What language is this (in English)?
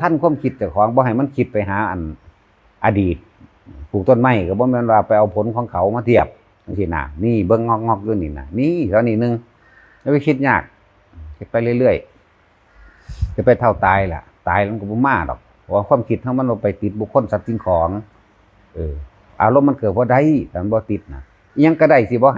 Northeastern Thai